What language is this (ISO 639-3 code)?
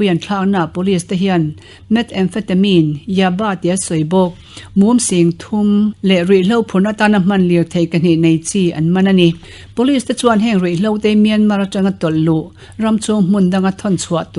lus